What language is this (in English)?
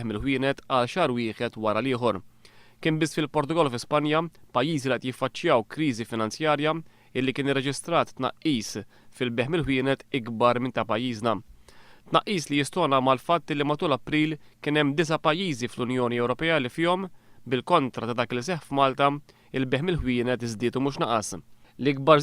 Maltese